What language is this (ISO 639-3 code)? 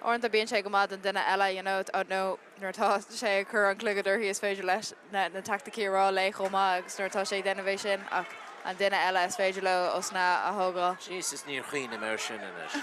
gle